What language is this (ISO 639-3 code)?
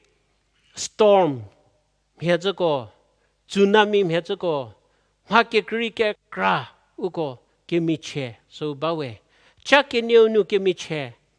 njm